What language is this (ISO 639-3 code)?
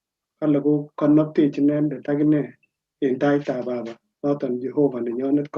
kln